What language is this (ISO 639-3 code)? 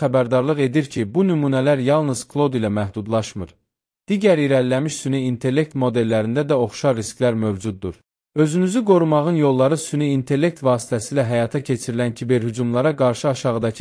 aze